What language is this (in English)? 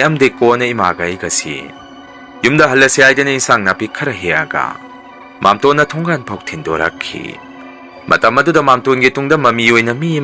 Manipuri